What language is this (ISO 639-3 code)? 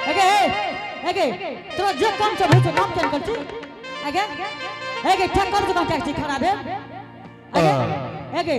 anp